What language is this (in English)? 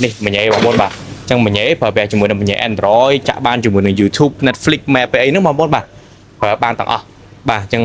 Khmer